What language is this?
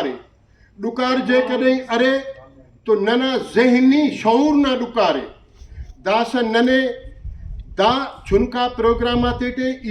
Brahui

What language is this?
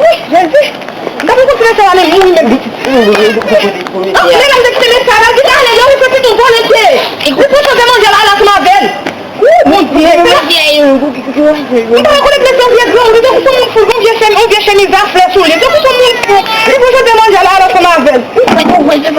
Haitian Creole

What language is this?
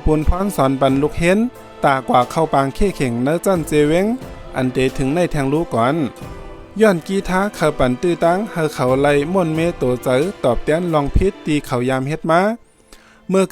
Shan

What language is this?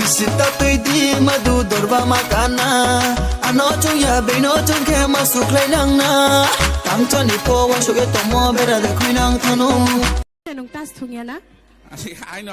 Kok Borok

